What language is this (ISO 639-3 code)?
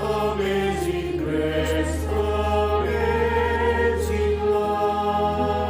bbc